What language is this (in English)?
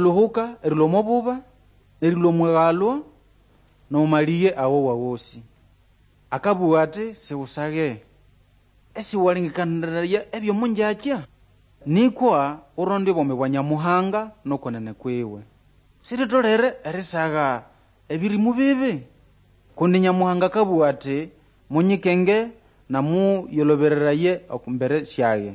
Nande